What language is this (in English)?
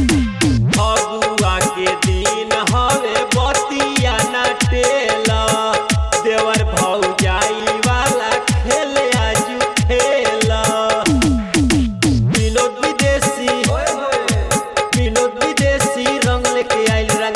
Bhojpuri